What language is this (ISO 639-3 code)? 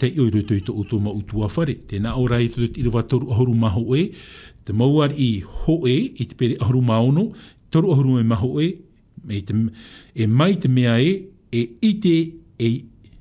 tah